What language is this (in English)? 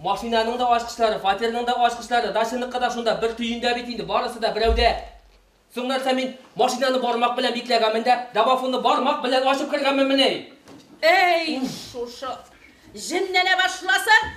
Bashkir